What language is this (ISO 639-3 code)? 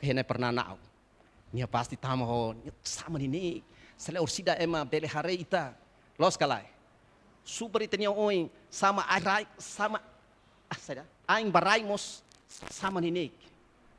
tet